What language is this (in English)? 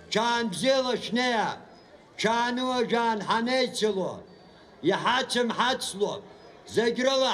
Abkhazian